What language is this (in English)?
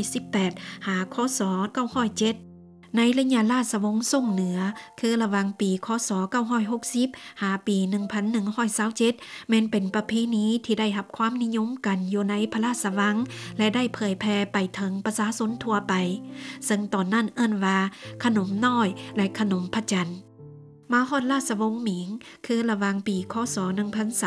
Lao